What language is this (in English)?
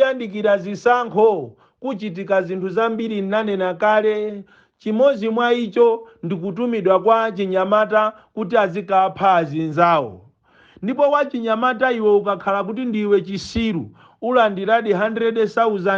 Nyanja